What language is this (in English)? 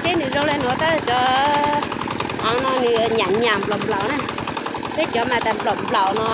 Hmong